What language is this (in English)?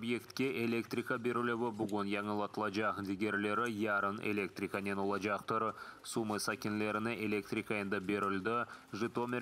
Crimean Tatar